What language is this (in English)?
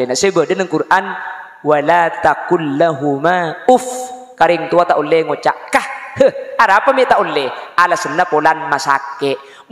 Madurese